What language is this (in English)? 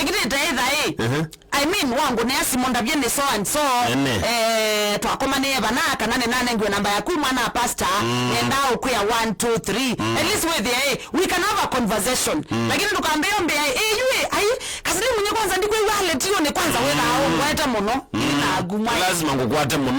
Kamba